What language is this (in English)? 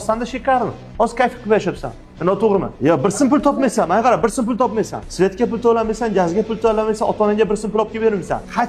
Uzbek